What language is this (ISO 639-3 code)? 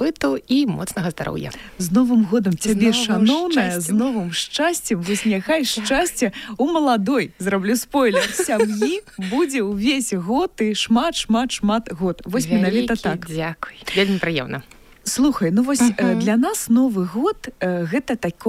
bel